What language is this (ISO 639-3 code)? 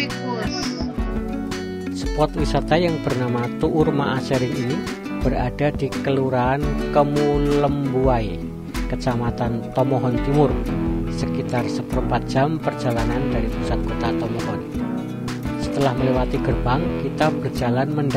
ind